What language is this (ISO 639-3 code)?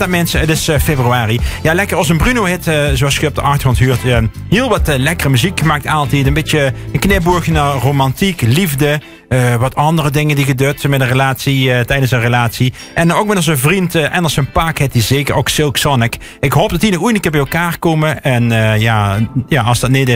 nld